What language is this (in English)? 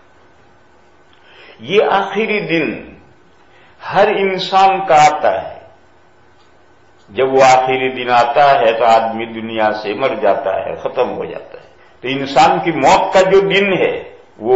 Urdu